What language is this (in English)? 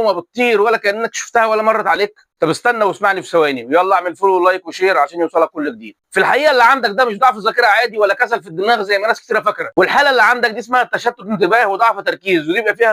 Egyptian Arabic